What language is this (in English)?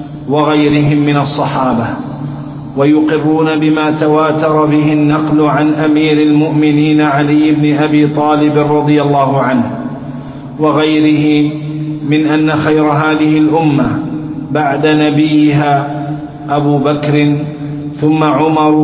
Arabic